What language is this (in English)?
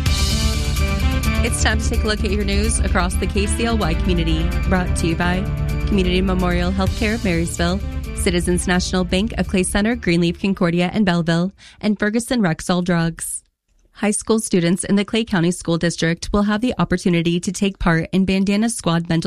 English